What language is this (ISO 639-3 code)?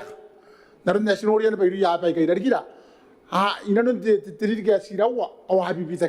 gil